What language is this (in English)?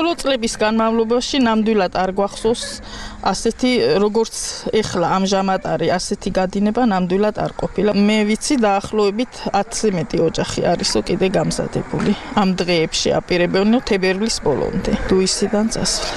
Georgian